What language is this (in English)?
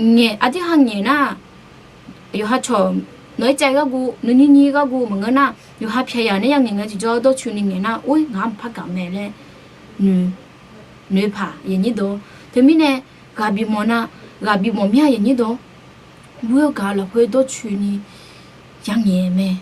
Akha